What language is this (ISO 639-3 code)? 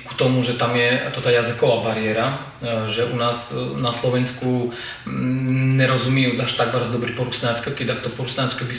rue